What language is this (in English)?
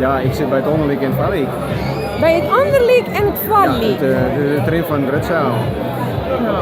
Western Frisian